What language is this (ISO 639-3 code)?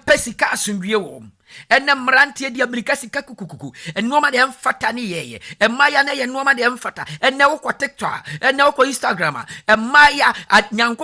aka